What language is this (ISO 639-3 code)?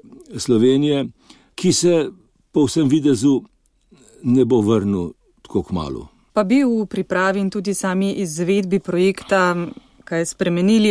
slv